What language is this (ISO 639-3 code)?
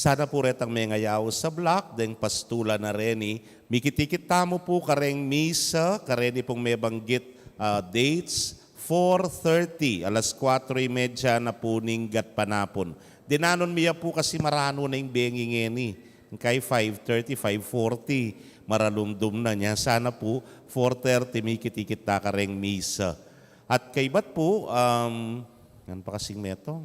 pam